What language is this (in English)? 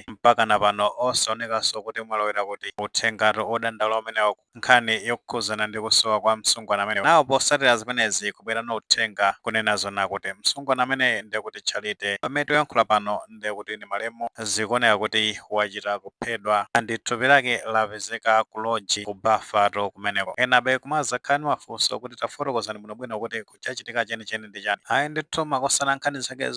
Nyanja